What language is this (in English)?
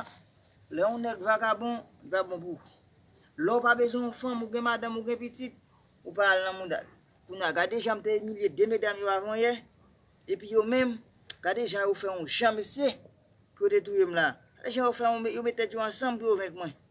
Haitian Creole